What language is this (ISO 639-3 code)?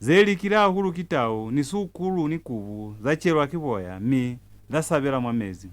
loz